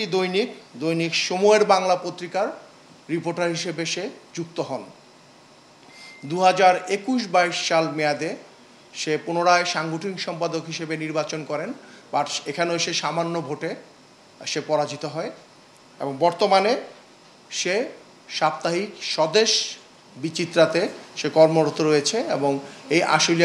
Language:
Bangla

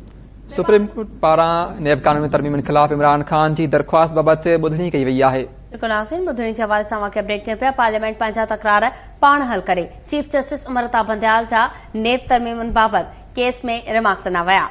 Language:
Sindhi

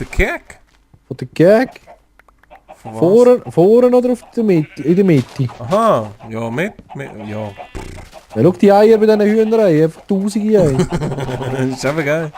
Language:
Swiss German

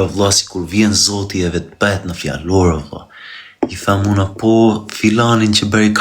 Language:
Albanian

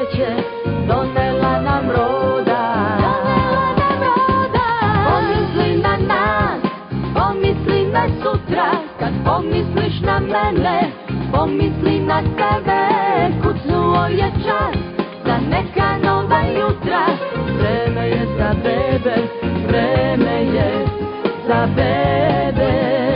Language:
Serbian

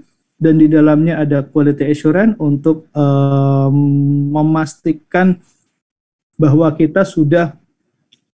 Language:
Indonesian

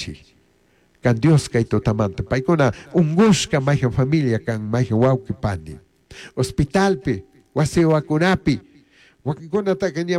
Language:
Chimborazo Highland Quichua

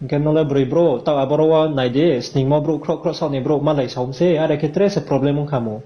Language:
Riang (India)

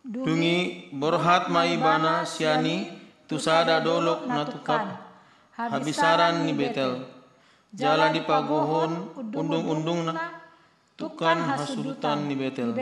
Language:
Batak Toba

